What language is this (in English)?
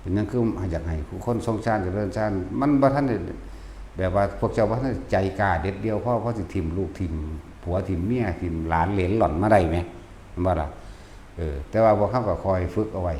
Northeastern Thai